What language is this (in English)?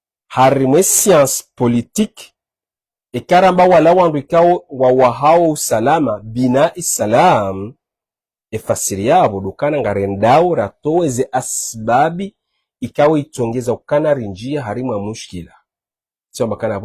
Ngazidja Comorian